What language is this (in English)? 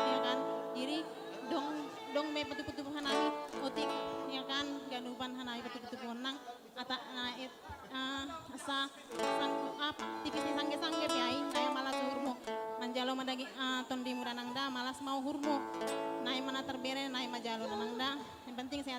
Batak Simalungun